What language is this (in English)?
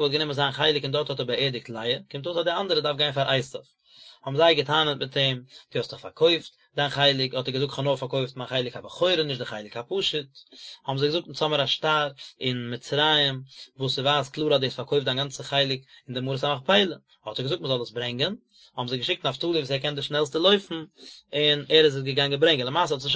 Yiddish